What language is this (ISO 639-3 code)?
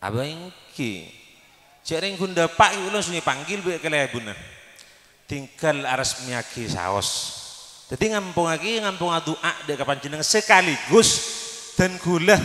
mad